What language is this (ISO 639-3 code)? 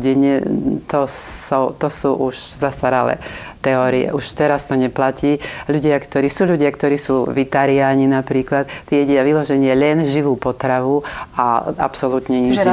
slk